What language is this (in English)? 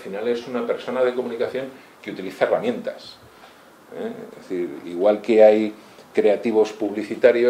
Spanish